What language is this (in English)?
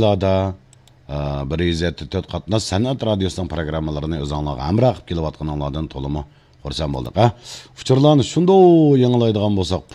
Uyghur